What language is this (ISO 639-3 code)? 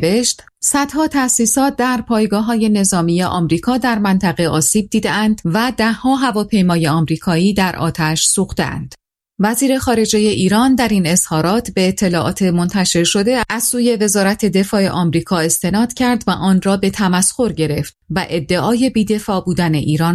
fas